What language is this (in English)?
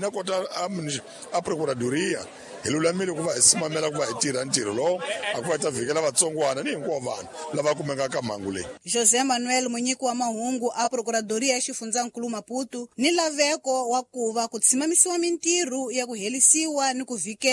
Tsonga